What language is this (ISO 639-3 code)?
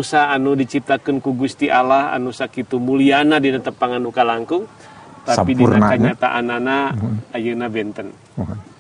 sun